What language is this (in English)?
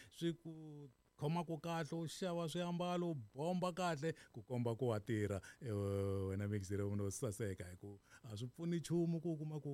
Tsonga